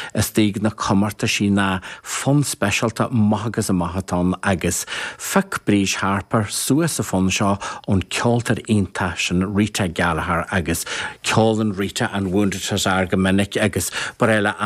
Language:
Irish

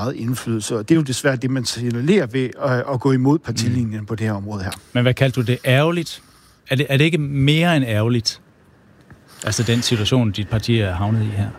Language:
Danish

